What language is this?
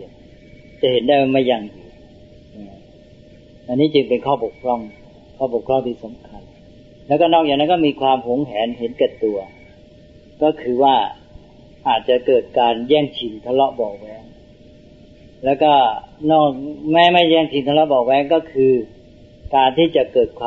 Thai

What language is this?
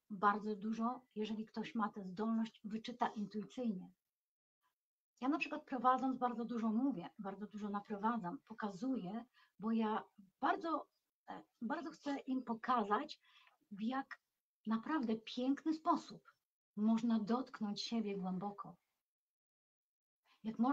Polish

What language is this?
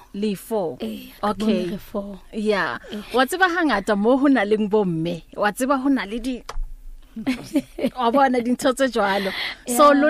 Southern Sotho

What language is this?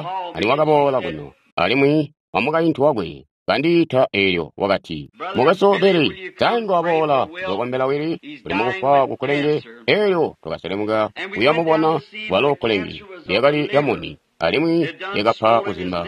Tonga (Zambia)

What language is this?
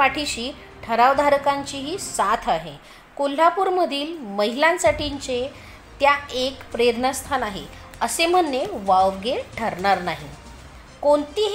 Marathi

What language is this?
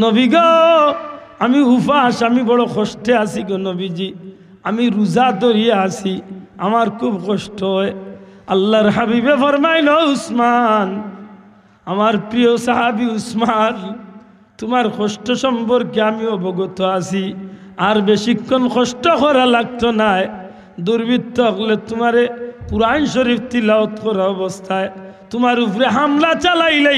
Sylheti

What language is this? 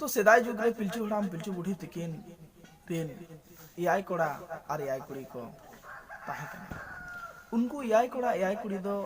Santali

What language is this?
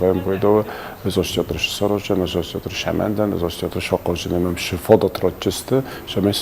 Ossetic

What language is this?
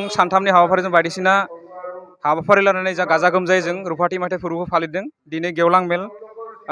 Bodo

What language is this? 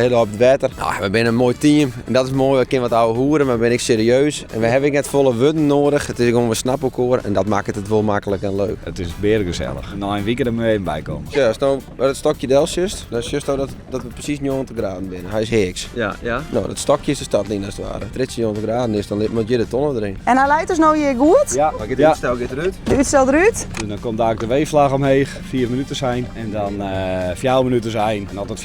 Western Frisian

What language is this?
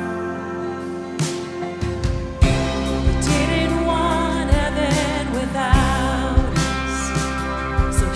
English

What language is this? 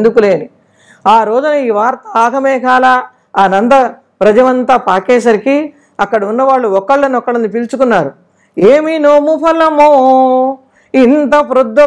Telugu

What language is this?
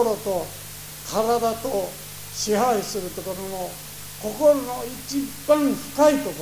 Japanese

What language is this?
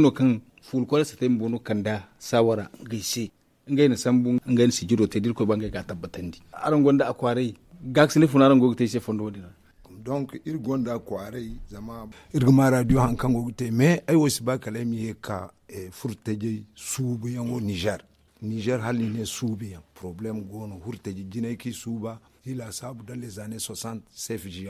Zarma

